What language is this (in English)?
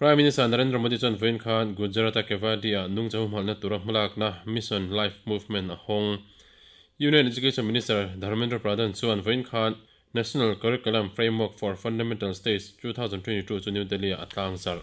Mizo